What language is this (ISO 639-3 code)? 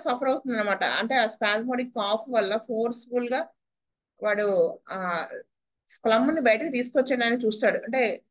tel